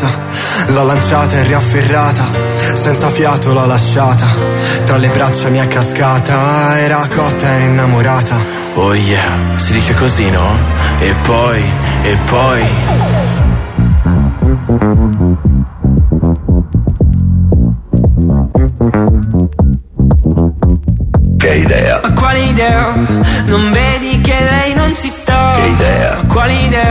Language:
Italian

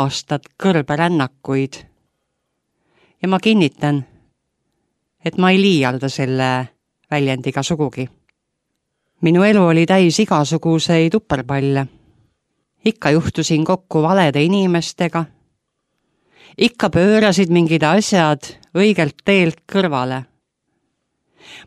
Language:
Estonian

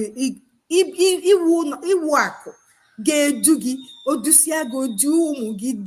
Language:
Igbo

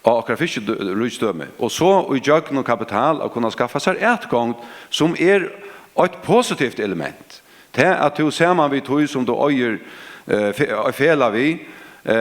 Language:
Faroese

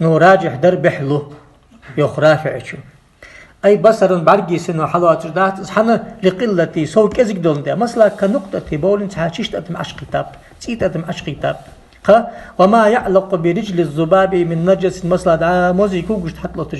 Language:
Ingush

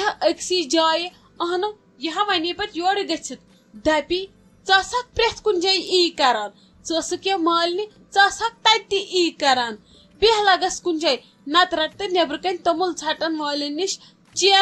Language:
Kashmiri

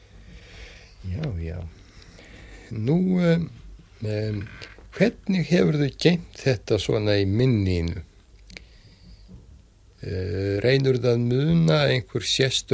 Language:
Icelandic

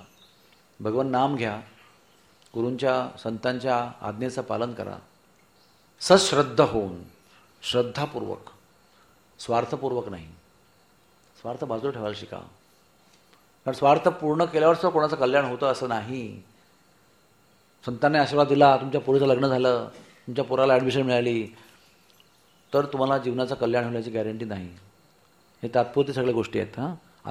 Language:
Marathi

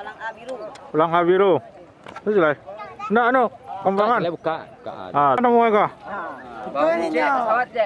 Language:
Minangkabau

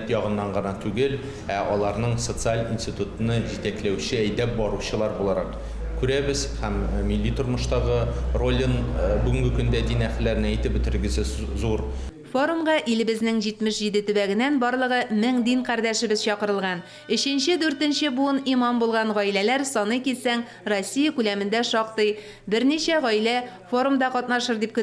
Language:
Tatar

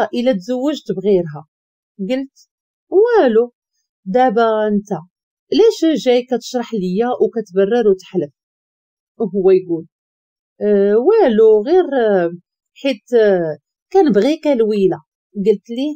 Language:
Moroccan Arabic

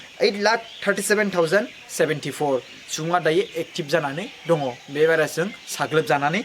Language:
Bodo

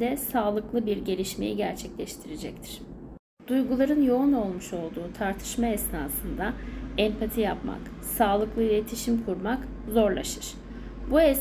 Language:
Turkish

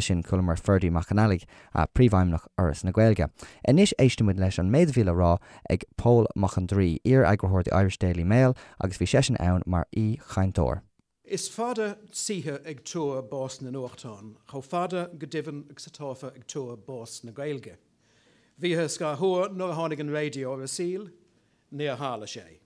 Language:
Irish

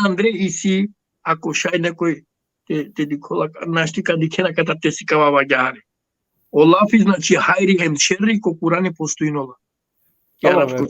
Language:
Balkan Romani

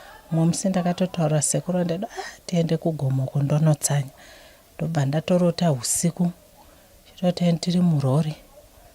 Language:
Shona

